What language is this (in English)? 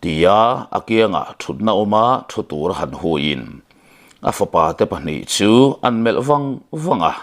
Mizo